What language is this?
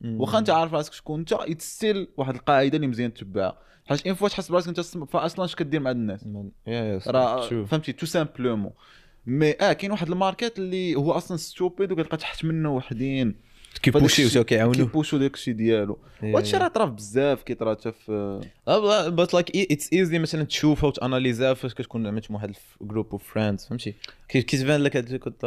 Moroccan Arabic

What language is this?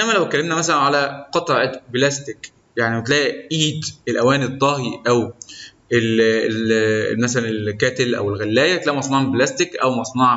Egyptian Arabic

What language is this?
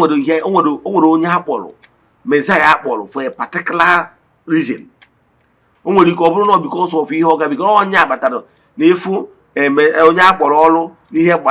Igbo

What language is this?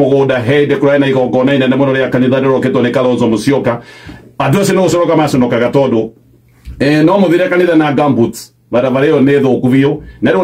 Kikuyu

